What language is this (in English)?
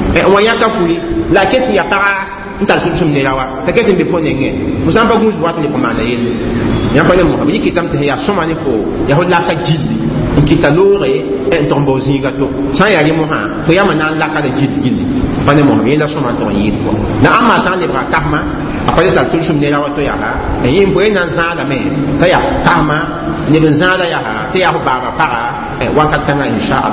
Mossi